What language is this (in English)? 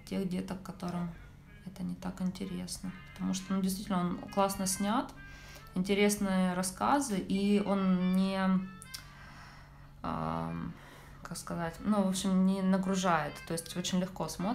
Russian